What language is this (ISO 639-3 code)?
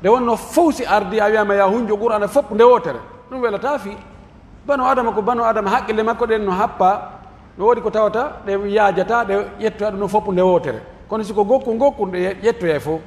fuf